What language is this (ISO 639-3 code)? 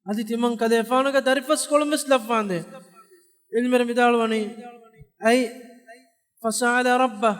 div